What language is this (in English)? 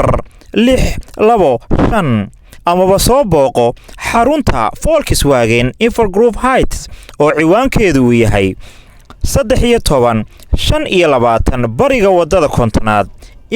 Somali